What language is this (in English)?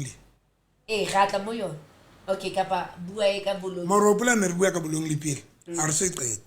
Southern Sotho